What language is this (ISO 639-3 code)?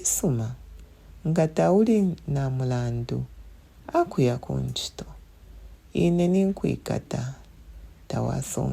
bem